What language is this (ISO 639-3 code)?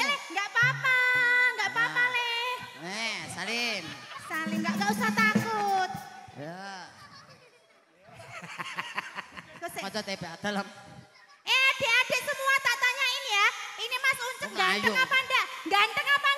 jav